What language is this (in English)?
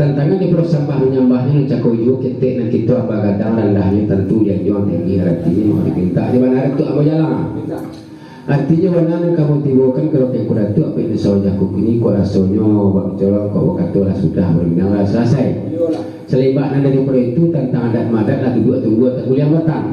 Minangkabau